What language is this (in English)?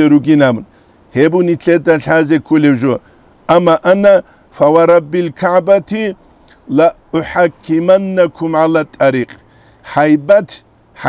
Avaric